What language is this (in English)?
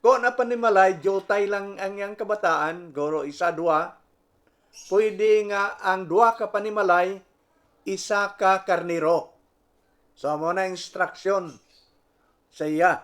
Hiligaynon